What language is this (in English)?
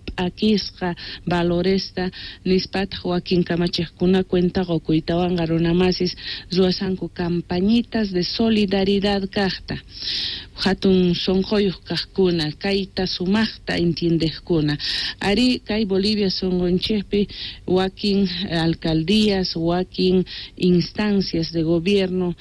Quechua